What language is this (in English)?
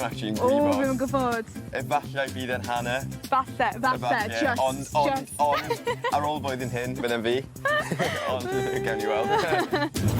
Welsh